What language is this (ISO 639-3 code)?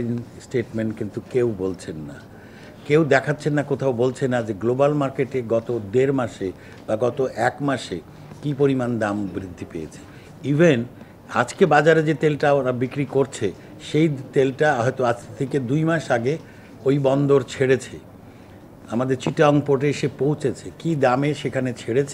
ben